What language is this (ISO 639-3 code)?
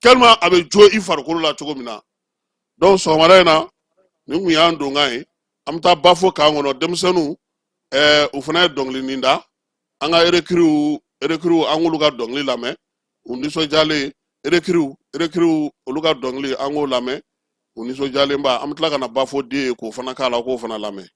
bam